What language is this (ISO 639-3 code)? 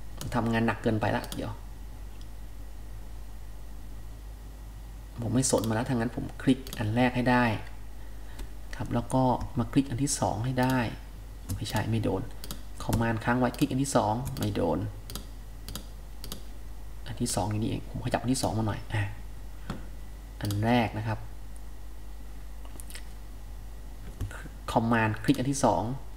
tha